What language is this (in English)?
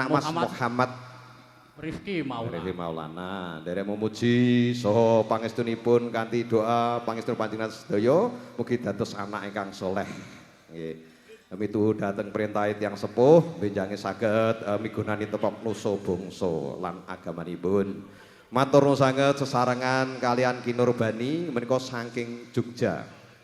Javanese